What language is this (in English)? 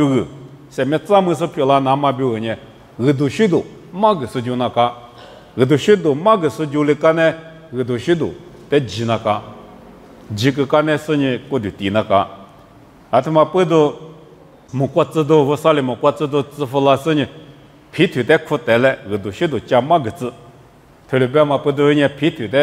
Lisu